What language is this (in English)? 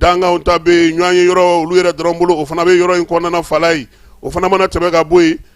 Bambara